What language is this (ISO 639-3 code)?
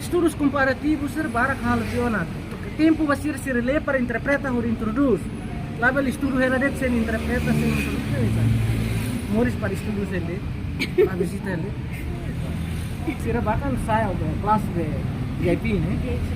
tet